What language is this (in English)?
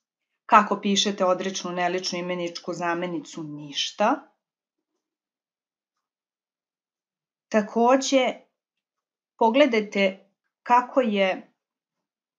Serbian